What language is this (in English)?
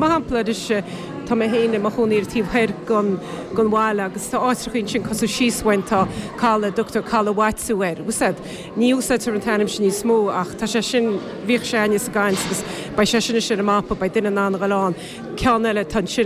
Irish